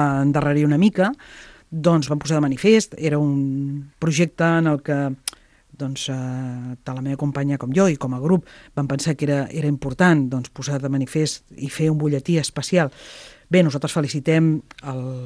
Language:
Catalan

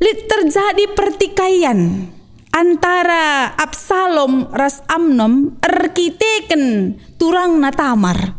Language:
Batak Karo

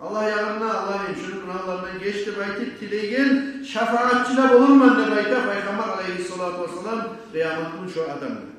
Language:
Kumyk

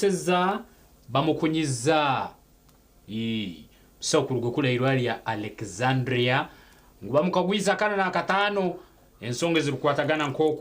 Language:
Nyankole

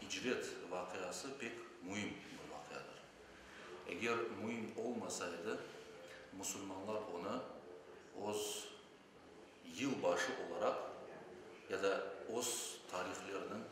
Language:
Crimean Tatar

